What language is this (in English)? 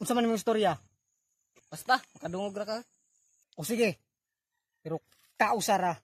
Cebuano